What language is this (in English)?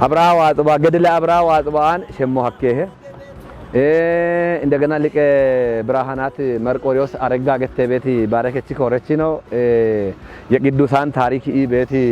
Kafa